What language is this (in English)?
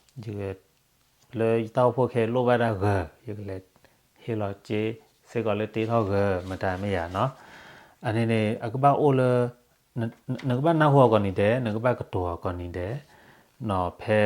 S'gaw Karen